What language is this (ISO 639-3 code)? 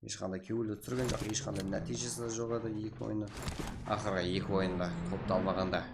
kaa